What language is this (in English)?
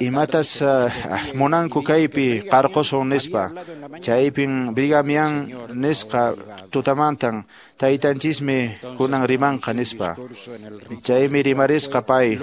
Quechua